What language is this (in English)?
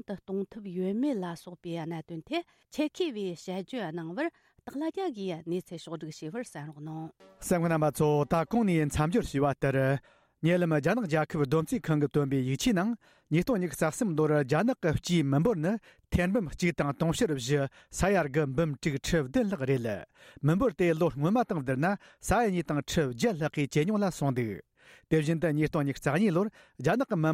Tibetan